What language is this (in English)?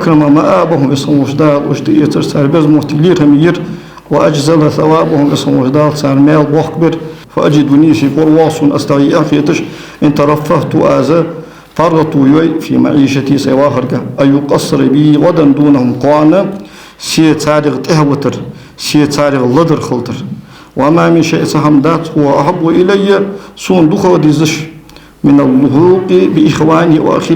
Ingush